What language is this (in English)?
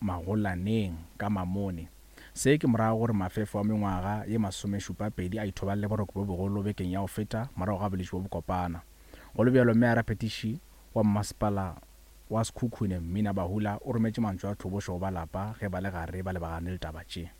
Northern Sotho